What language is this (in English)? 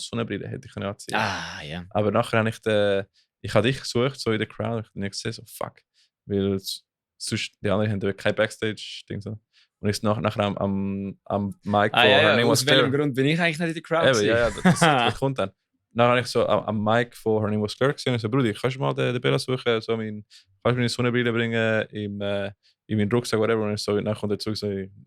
Swiss German